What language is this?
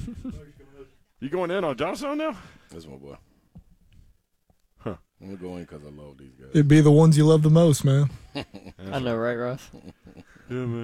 English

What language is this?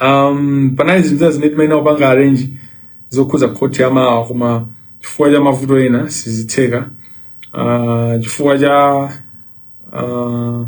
Nyanja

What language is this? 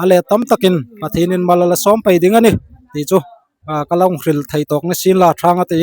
Hmar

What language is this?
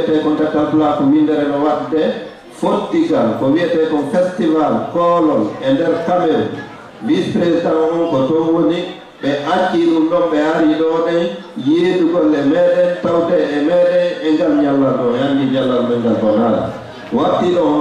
Fula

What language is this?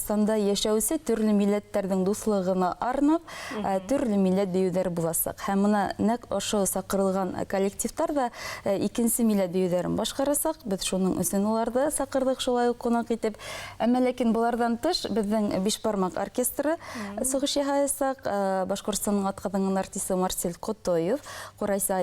Bashkir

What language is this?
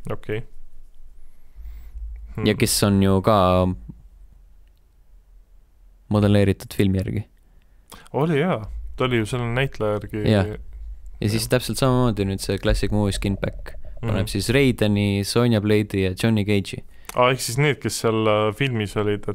Estonian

